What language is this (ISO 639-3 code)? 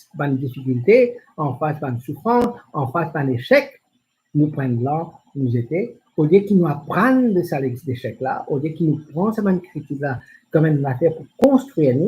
mfe